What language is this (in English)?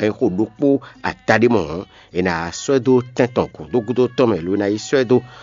Fon